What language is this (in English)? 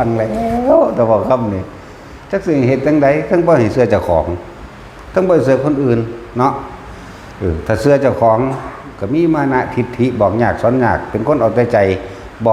Northeastern Thai